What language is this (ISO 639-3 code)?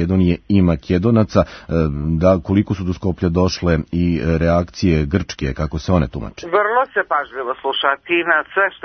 srp